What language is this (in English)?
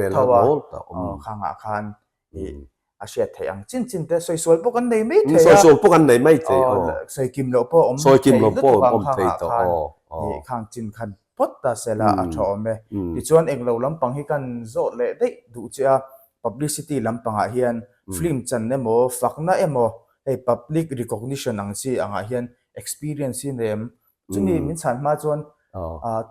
Mizo